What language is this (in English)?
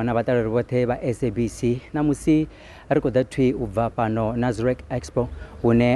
Venda